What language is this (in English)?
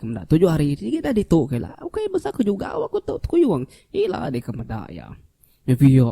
Iban